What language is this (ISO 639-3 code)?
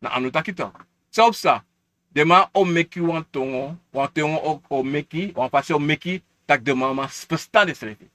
srn